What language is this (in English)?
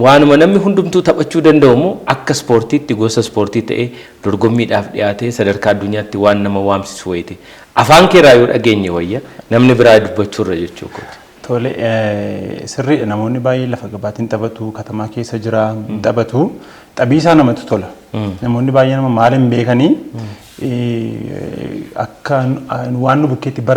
Oromo